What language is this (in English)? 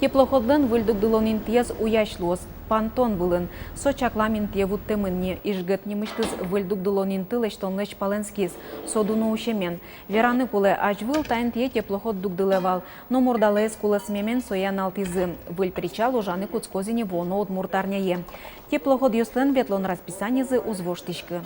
Udmurt